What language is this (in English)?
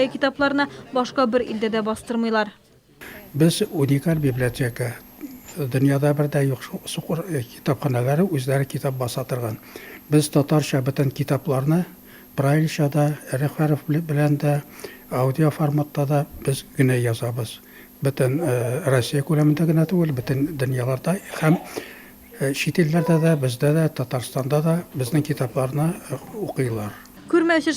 Tatar